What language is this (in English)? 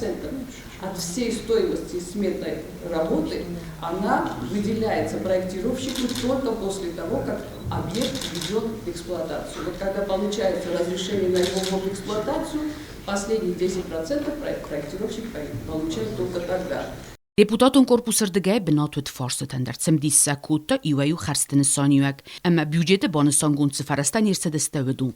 Ossetic